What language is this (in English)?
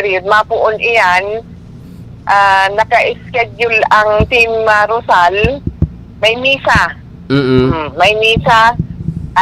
Bikol